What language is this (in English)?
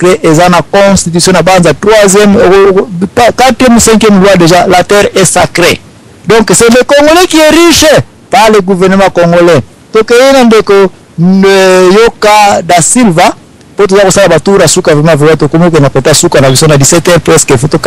Lingala